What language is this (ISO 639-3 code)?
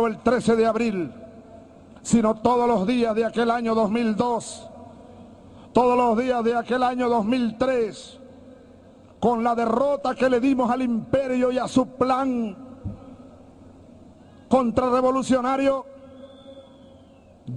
spa